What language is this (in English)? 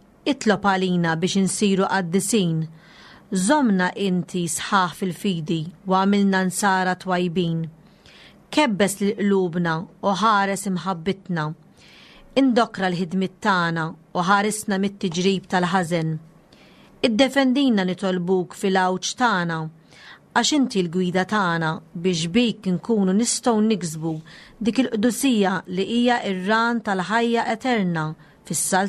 Maltese